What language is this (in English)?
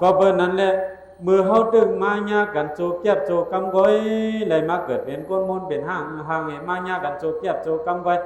Shan